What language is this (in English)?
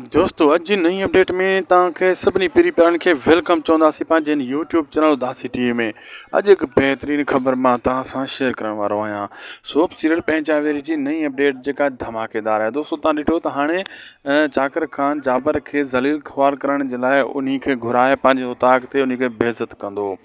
Sindhi